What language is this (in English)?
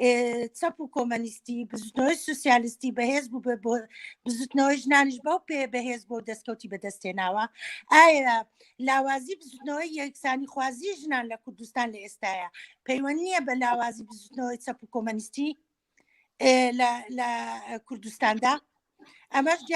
Central Kurdish